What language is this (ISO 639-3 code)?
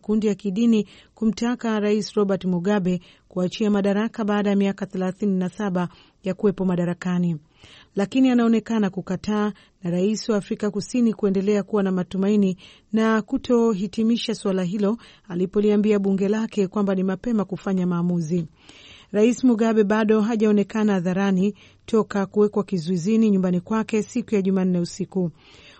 swa